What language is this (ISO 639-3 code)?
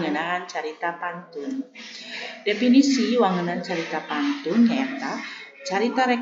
sun